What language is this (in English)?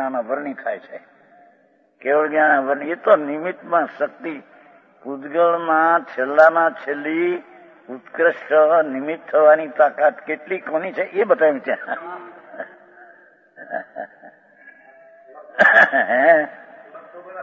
Gujarati